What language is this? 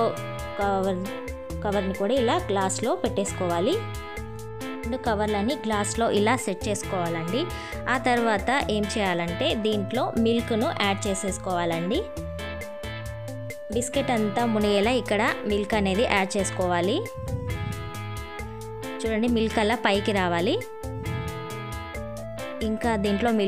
Telugu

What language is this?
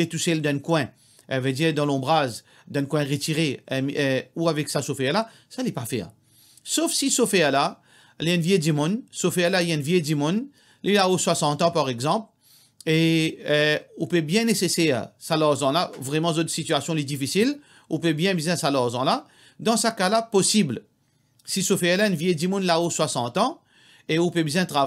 Morisyen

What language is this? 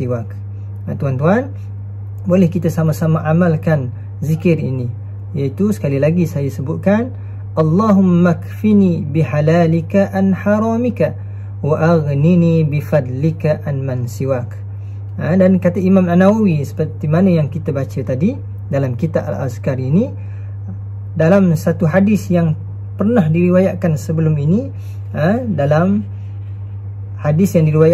Malay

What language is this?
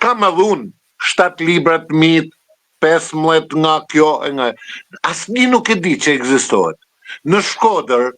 Albanian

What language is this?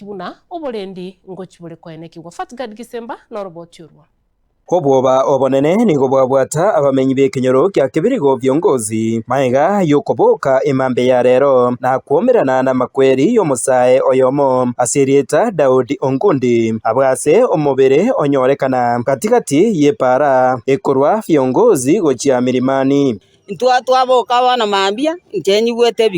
Gusii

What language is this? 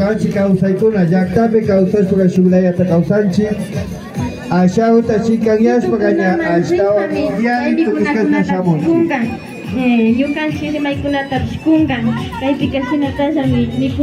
Imbabura Highland Quichua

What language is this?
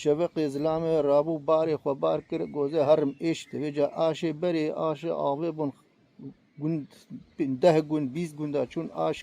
Kurdish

